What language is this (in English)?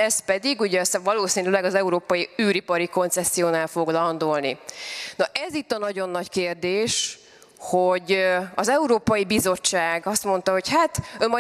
Hungarian